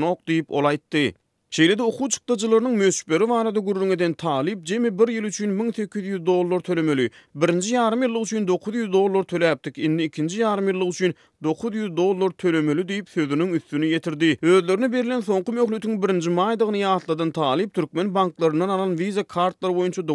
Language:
Turkmen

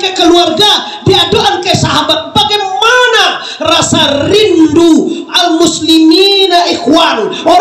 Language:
Minangkabau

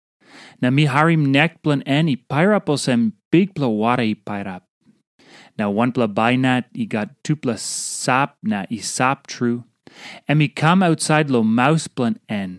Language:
Tok Pisin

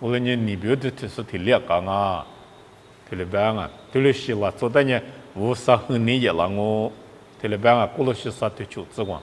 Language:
Lisu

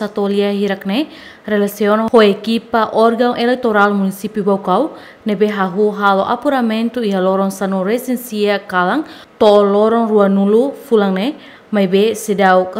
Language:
Tetum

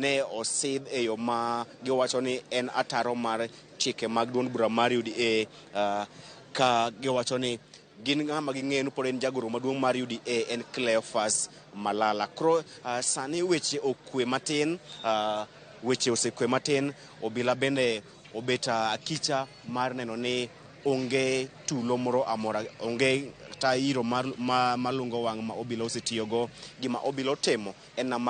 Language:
Luo (Kenya and Tanzania)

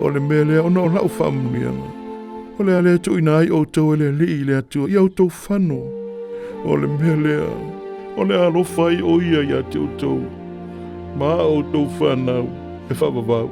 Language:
Samoan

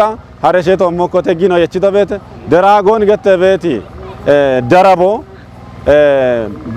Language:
Kafa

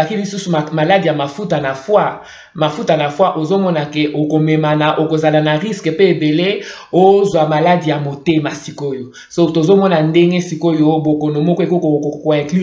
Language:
Lingala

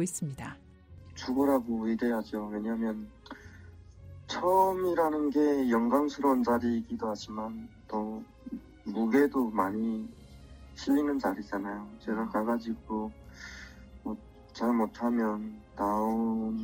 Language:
Korean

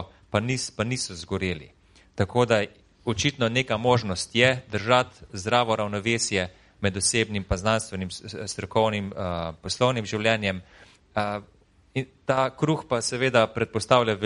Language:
Slovenian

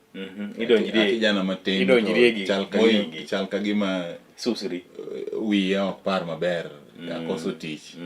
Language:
Luo (Kenya and Tanzania)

